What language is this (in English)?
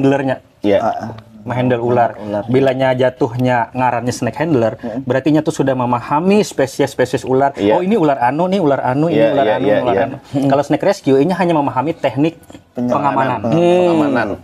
Banjar